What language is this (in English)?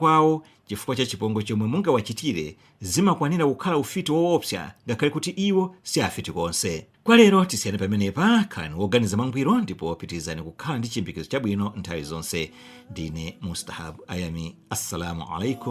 Nyanja